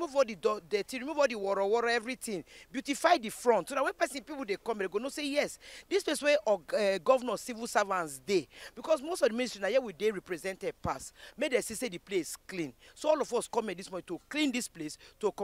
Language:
Nigerian Pidgin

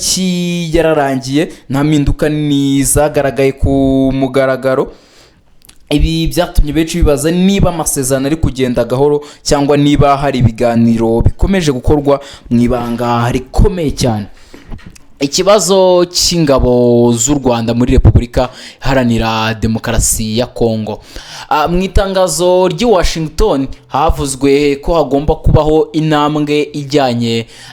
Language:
Kinyarwanda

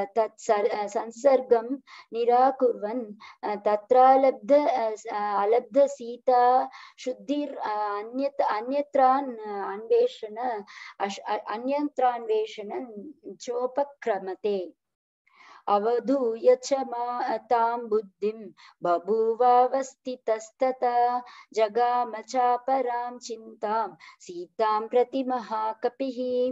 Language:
Sanskrit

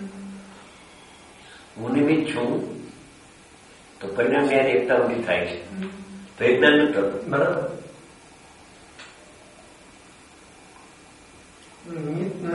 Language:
Gujarati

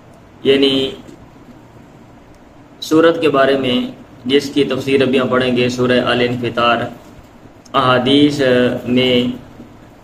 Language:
Urdu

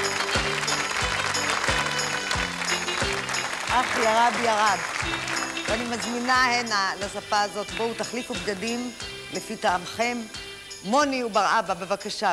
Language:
Hebrew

